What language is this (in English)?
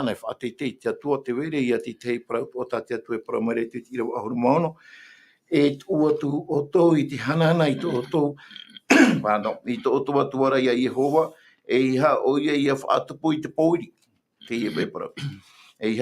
Tahitian